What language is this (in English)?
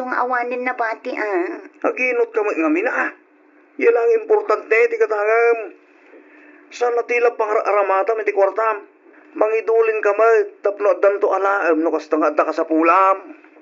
Iloko